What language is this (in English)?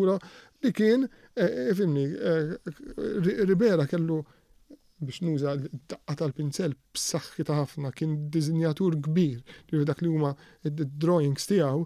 Maltese